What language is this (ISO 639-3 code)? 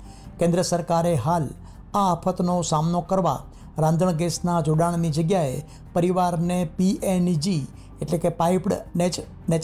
guj